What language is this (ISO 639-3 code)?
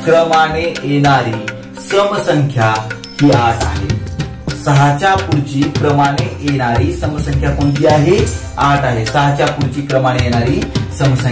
mar